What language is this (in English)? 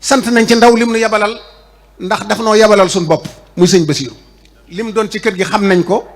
Wolof